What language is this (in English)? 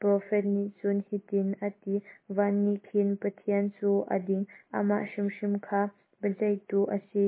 Hakha Chin